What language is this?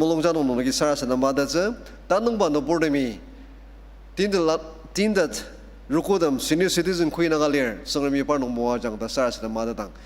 Ao Naga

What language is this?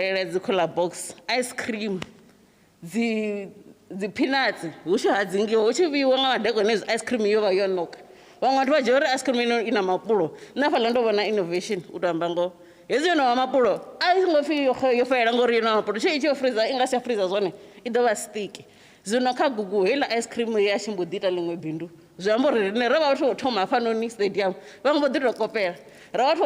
Venda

